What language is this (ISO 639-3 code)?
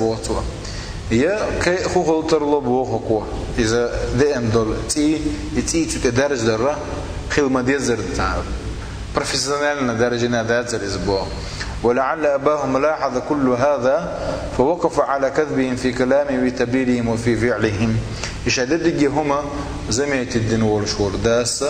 che